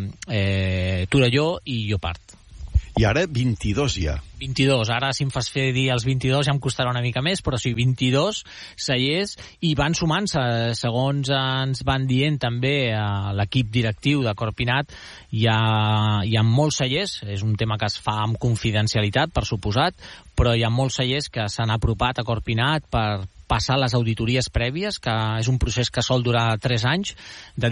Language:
Catalan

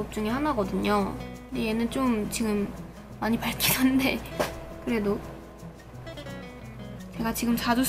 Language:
Korean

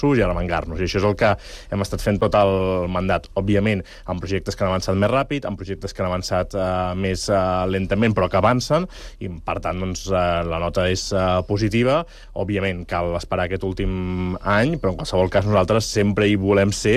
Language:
Catalan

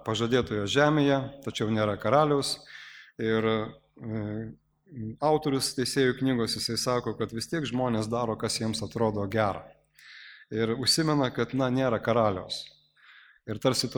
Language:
Lithuanian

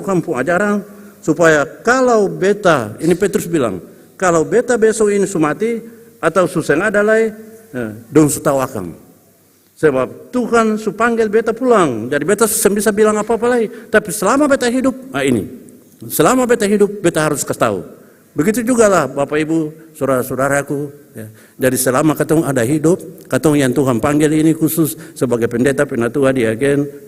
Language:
Ambonese Malay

